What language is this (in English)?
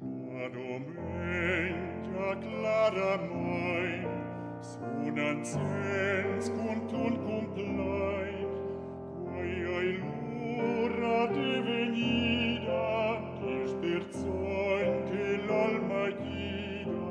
Romansh